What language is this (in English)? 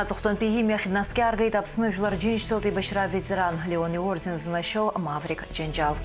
Abkhazian